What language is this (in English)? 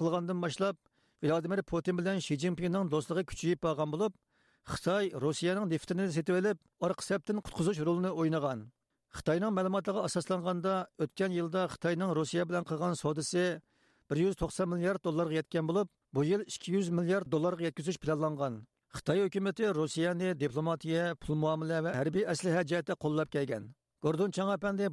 Uyghur